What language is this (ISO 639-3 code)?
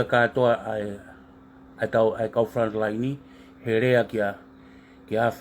ton